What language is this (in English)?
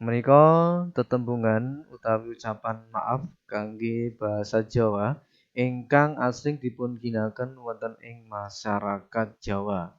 Javanese